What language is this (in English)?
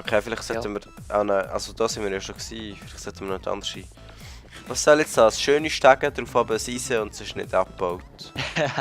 Swiss German